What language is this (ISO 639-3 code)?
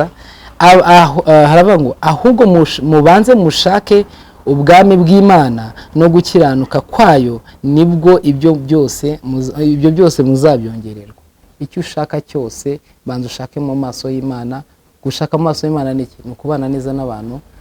kin